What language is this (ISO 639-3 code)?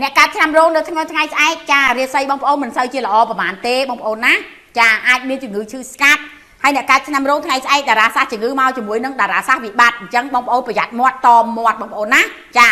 khm